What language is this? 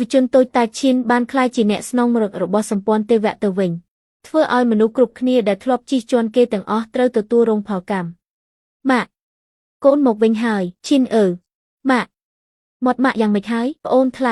Khmer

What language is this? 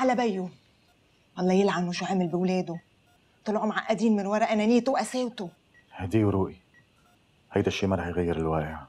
North Levantine Arabic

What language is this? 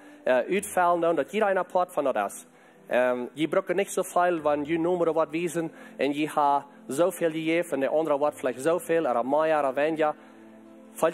Plautdietsch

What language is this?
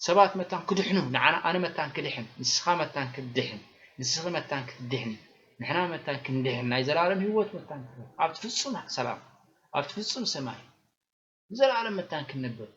Tigrinya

